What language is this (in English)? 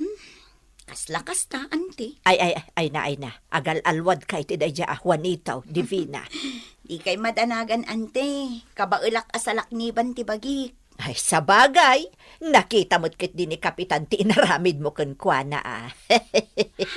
Iloko